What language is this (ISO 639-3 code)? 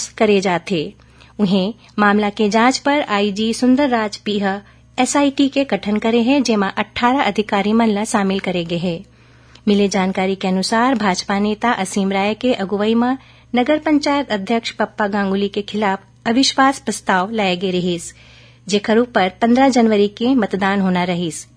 hne